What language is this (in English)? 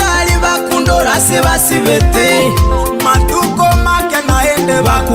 Gusii